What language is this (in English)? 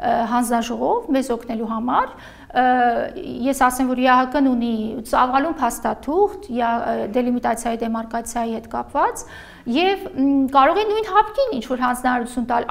Armenian